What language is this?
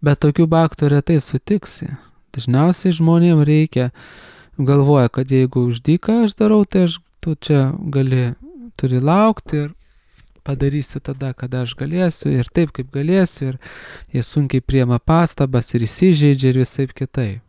Lithuanian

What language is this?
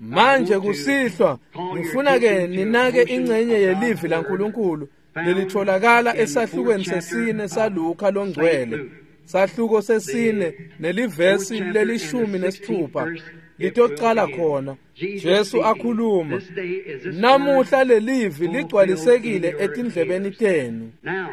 Swati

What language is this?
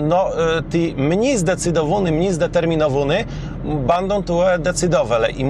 Kashubian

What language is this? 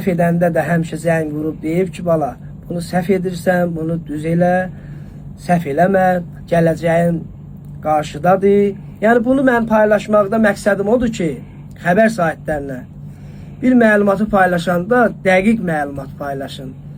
Azerbaijani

